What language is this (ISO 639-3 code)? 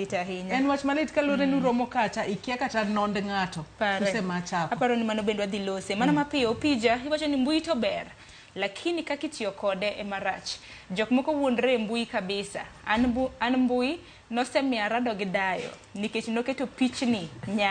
luo